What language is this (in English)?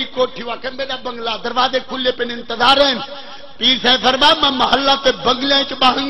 Saraiki